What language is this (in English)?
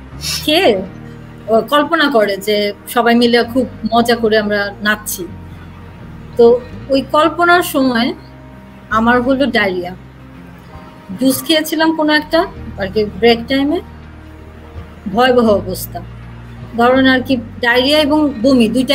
Bangla